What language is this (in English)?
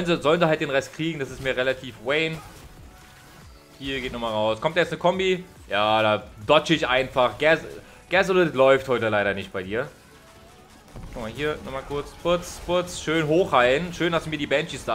German